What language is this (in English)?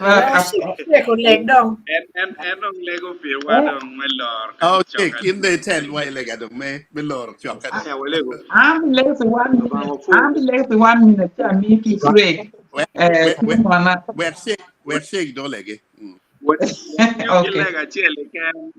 Acoli